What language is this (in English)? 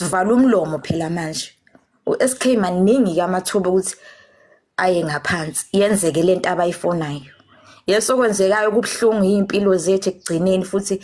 Zulu